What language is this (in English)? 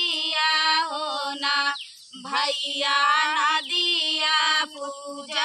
Bhojpuri